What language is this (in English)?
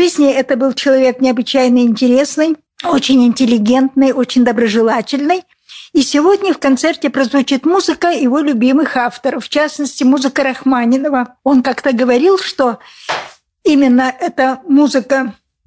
Russian